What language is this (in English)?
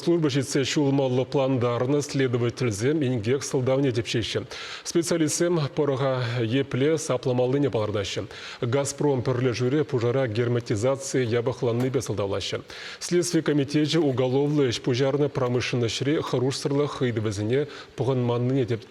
Chuvash